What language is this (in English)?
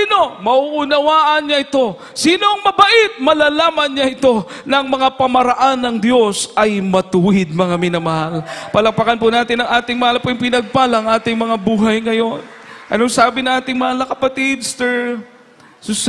Filipino